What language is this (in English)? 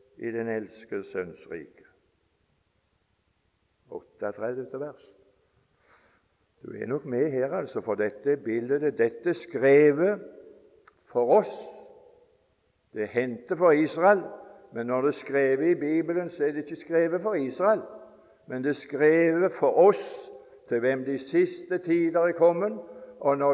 Norwegian